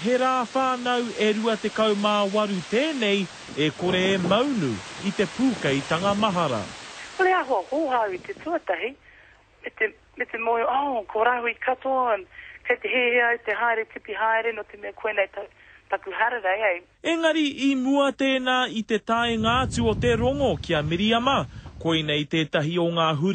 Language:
Māori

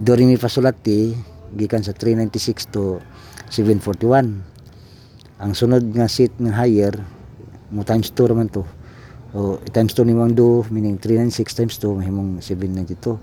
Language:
Cebuano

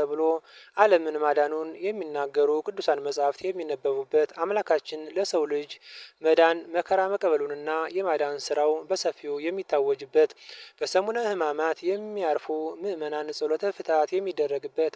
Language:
Amharic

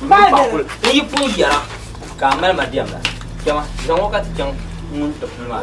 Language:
Dagbani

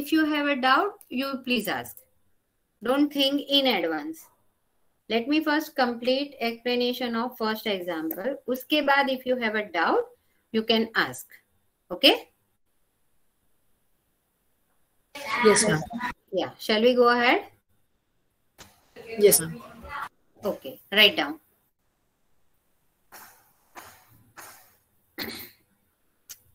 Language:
English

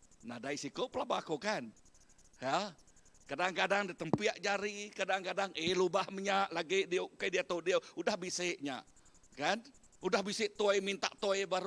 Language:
Iban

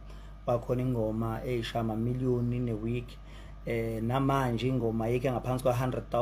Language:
Zulu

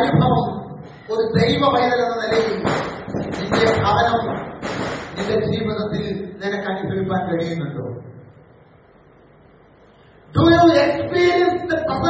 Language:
Malayalam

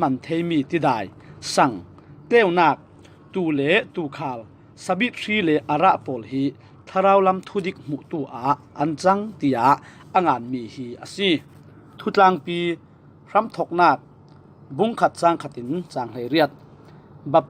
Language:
Falam Chin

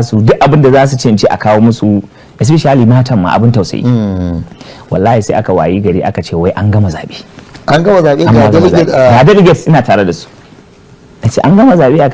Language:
Hausa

